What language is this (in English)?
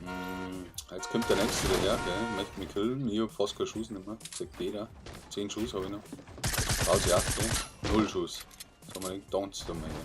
Bavarian